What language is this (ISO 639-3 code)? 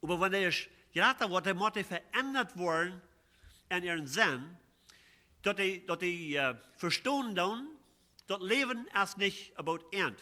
pdt